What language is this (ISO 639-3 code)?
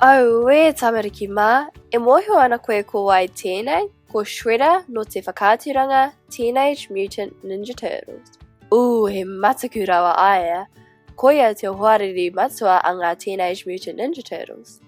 mri